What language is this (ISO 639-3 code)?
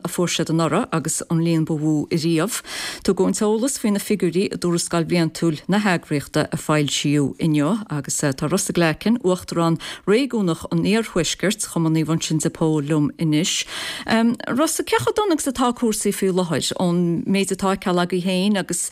gle